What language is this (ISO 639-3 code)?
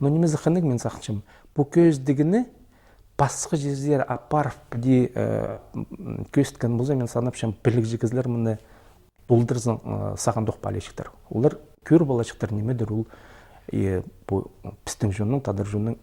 kjh